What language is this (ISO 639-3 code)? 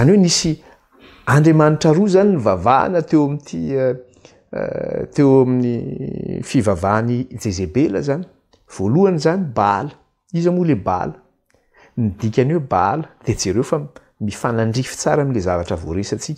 mlg